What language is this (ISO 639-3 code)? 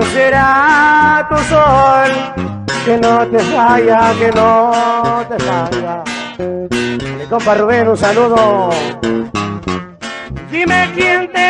spa